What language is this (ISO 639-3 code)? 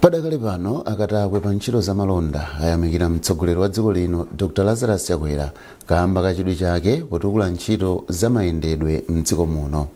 nya